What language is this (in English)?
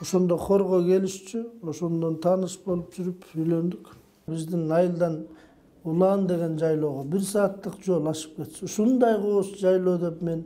Kyrgyz